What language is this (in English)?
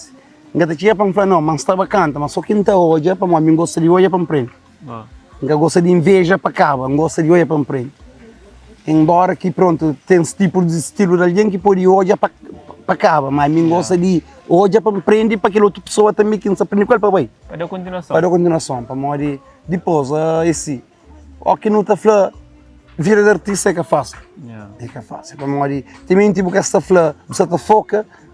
Kabuverdianu